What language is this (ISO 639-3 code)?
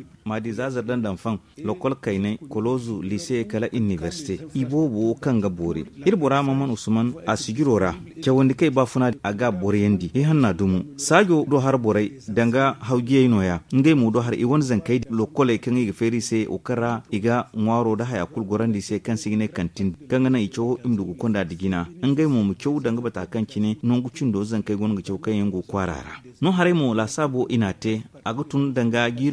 dje